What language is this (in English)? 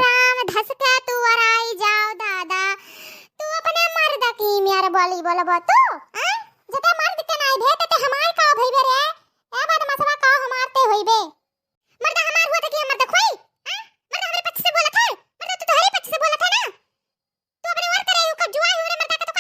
Awadhi